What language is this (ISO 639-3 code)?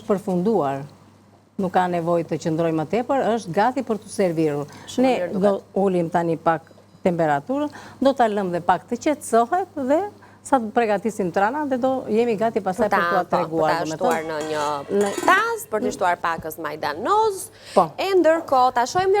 sqi